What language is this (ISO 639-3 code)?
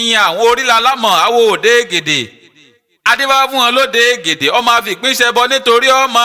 yor